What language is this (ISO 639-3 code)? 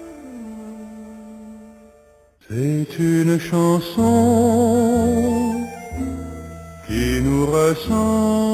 fra